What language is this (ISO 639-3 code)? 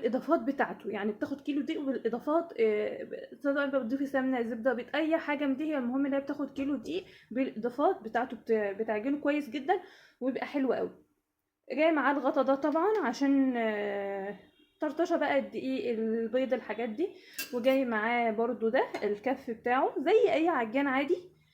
arz